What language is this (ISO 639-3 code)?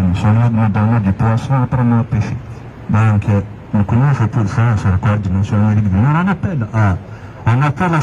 kab